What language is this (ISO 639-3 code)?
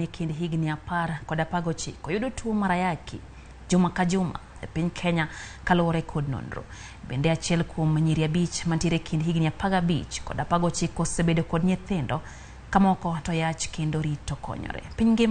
luo